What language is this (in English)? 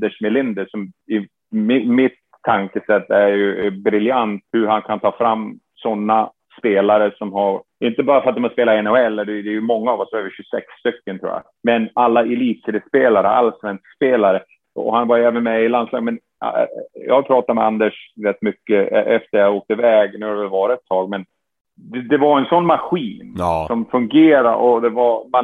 Swedish